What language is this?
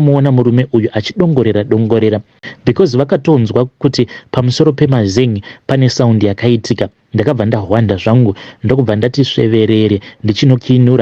Shona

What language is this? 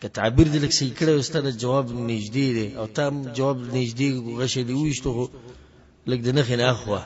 Pashto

